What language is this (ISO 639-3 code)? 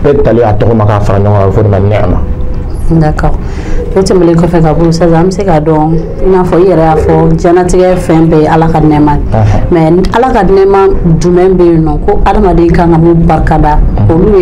bam